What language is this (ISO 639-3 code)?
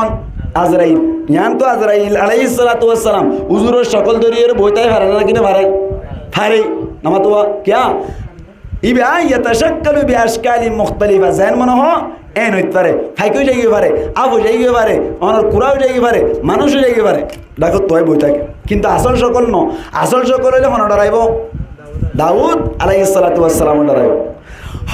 rhg